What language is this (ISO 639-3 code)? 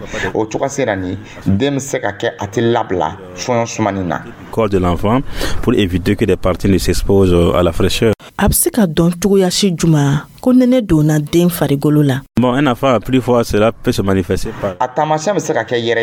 dyu